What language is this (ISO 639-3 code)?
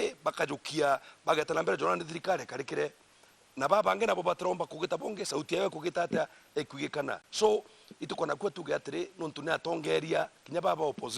mer